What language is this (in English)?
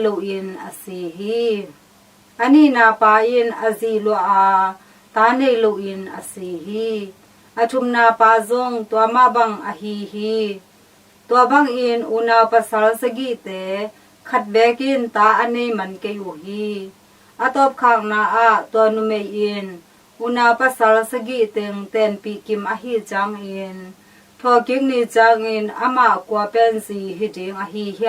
Tedim Chin